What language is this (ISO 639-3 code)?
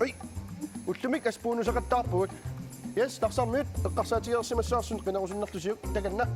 kal